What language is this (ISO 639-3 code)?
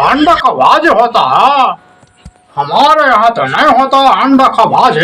hne